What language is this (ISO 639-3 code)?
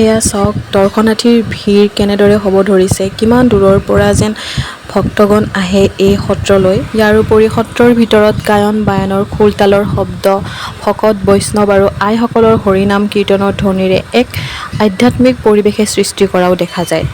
asm